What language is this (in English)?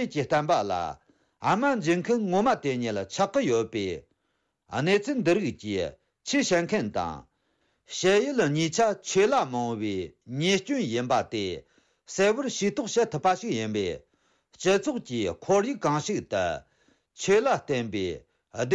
Tibetan